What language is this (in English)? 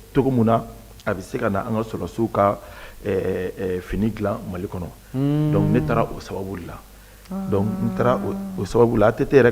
Bambara